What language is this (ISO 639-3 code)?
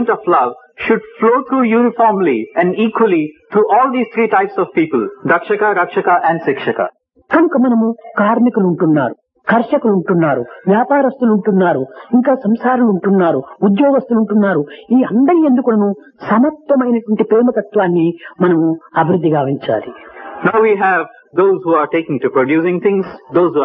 tel